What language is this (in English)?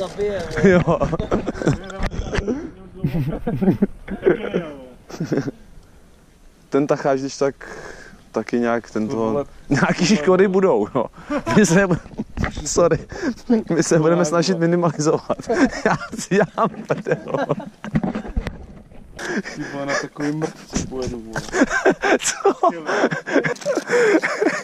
Czech